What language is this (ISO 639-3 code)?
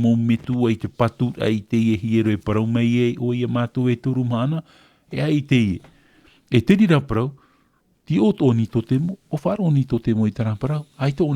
tah